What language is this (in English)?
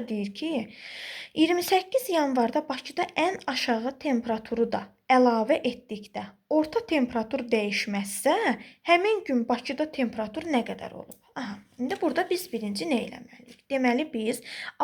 Azerbaijani